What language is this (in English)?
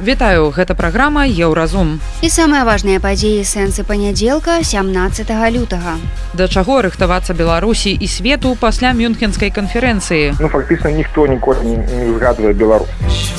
Belarusian